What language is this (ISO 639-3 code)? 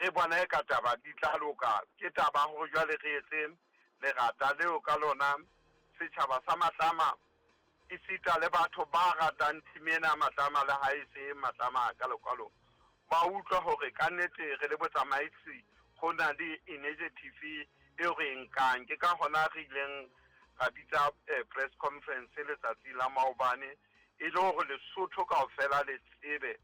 sot